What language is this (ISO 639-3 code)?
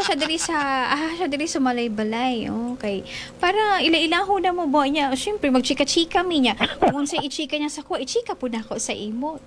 ceb